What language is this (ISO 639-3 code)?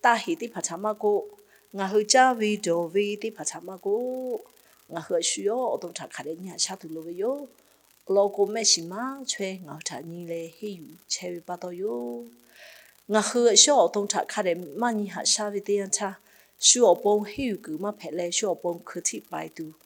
lhu